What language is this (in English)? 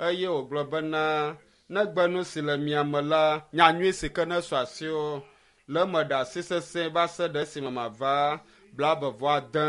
Ewe